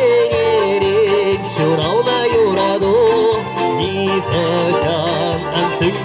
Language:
Chuvash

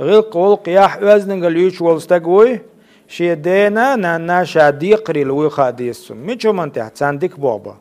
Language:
Chechen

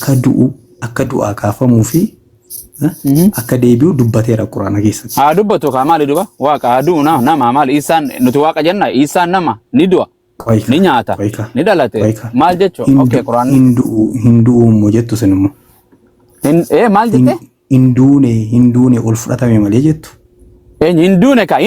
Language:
Oromo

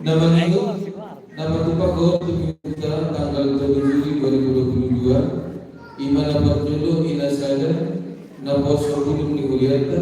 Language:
Batak Toba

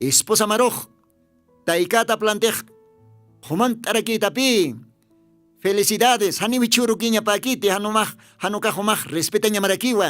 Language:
Aymara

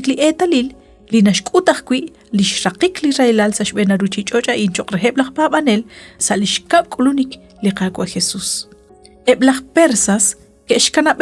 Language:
Kekchí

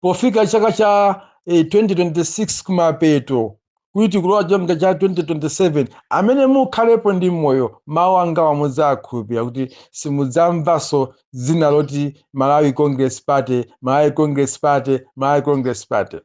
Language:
Nyanja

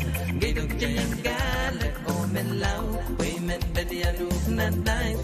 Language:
Pohnpeian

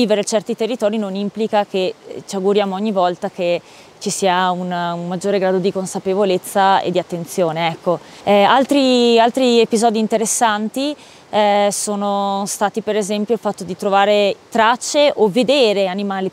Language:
Italian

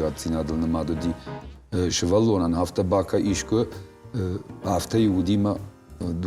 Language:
Ossetic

